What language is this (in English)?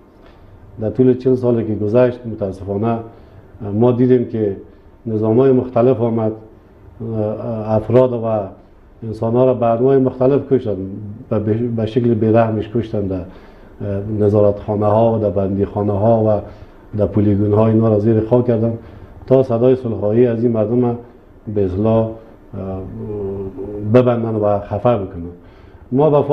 Persian